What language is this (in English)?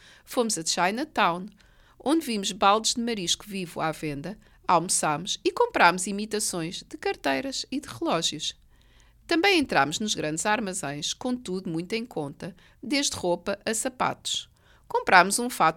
Portuguese